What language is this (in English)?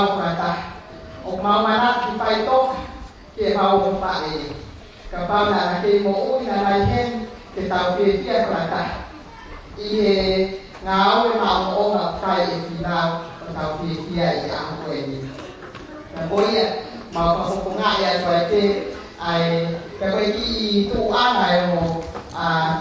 Tongan